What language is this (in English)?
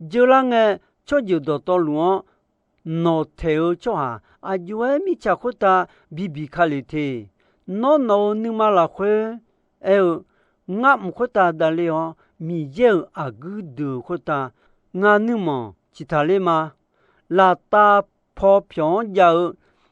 Akha